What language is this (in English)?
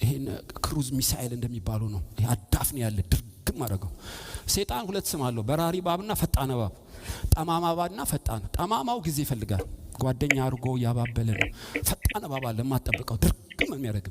Amharic